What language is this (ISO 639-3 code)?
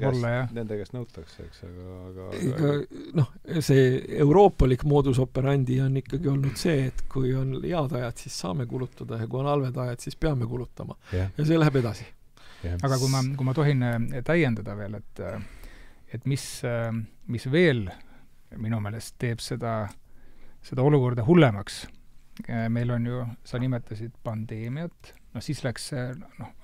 est